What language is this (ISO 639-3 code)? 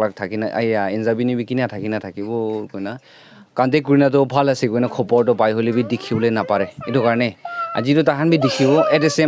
nag